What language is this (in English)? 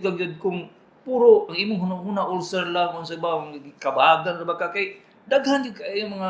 Cebuano